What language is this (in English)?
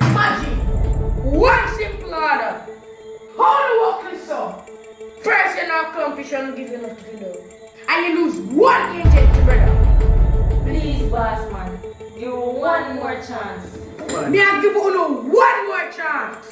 Jamaican Creole English